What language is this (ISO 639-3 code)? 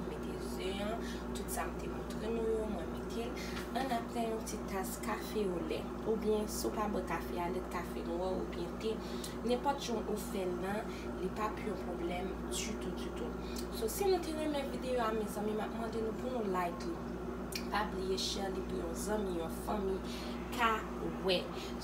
hat